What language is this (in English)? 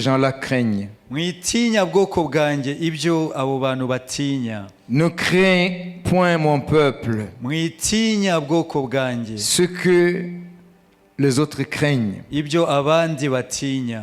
Kinyarwanda